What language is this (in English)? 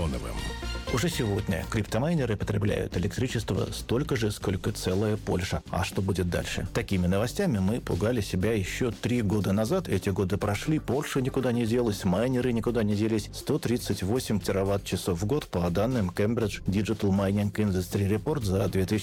Russian